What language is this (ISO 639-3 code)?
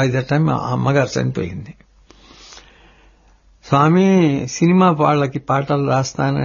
tel